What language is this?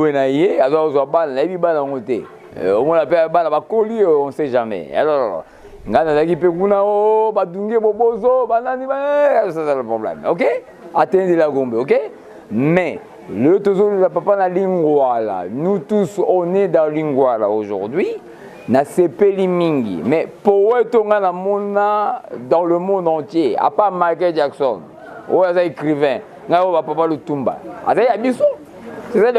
Lingala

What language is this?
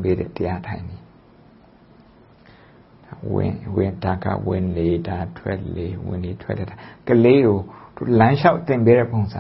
Burmese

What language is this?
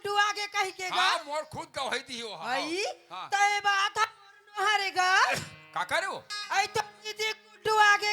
Chhattisgarhi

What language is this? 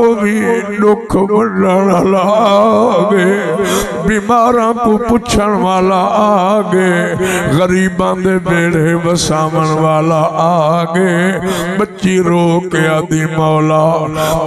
Saraiki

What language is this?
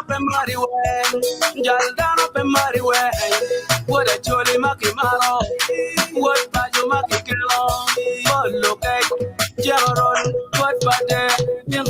Acoli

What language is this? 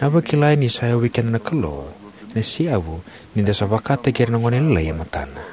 Fijian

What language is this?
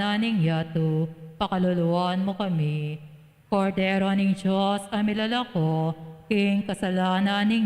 Pampanga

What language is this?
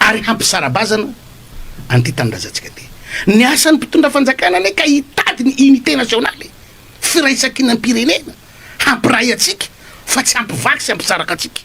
Malagasy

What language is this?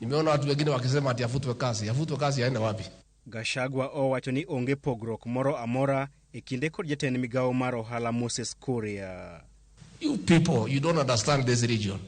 Luo (Kenya and Tanzania)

